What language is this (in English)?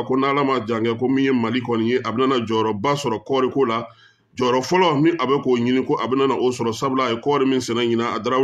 Bambara